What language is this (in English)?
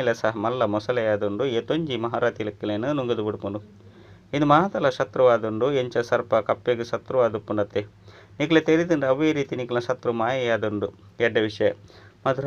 Tulu